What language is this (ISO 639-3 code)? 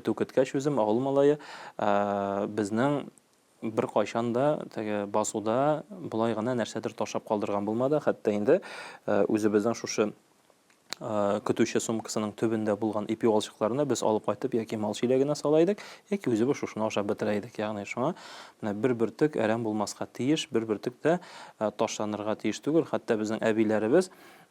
tat